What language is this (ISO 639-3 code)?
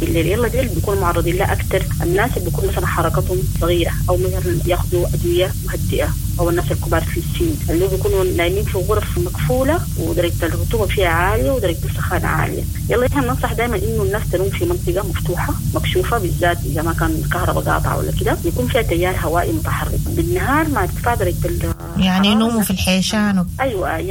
apd